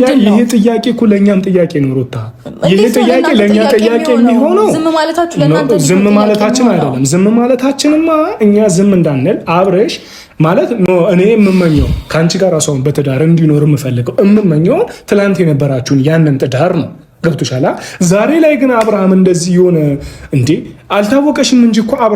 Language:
Amharic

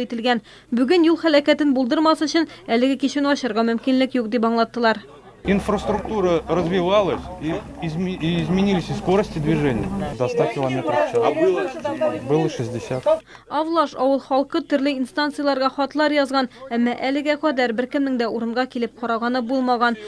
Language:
Tatar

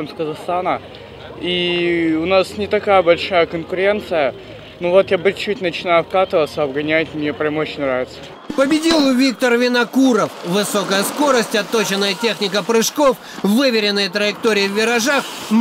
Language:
Russian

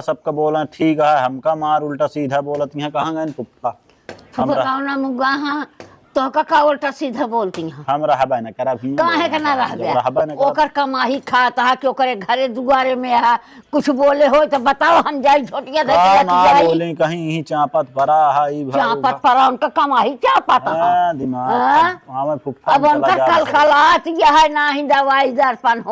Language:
Awadhi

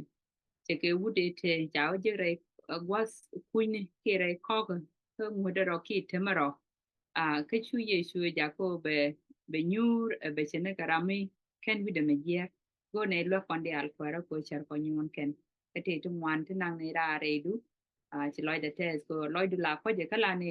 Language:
Nuer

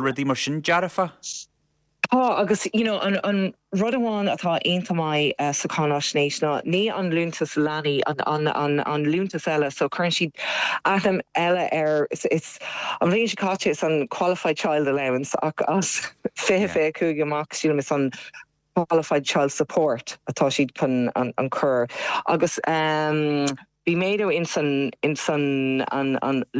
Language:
Irish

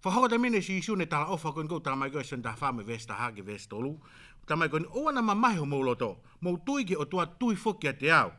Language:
Tongan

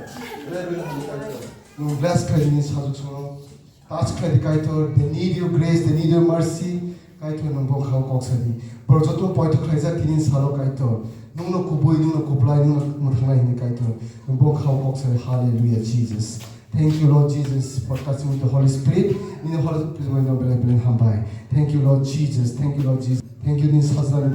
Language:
Kok Borok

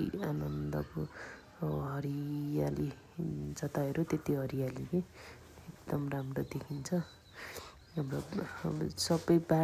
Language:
Nepali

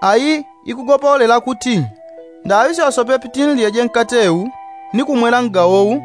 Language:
Yao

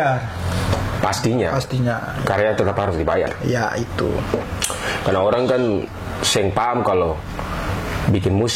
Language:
Ambonese Malay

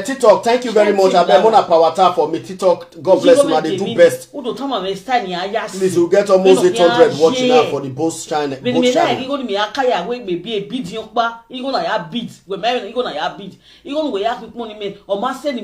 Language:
Nigerian Pidgin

